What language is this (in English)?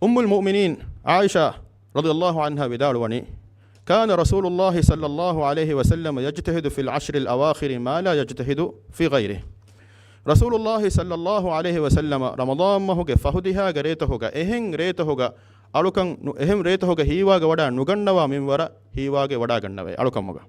Divehi